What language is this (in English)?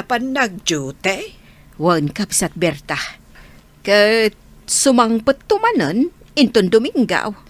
Iloko